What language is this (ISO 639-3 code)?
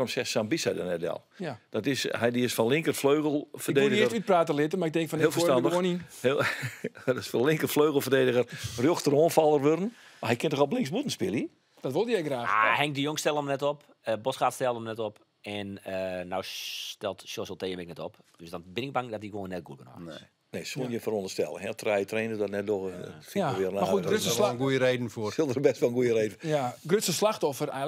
fry